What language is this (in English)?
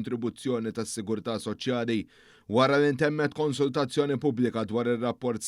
Maltese